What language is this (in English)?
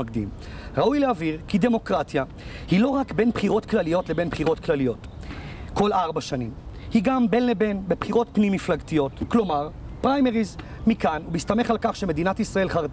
Hebrew